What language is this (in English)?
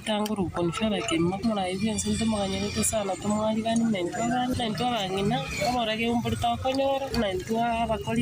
Gusii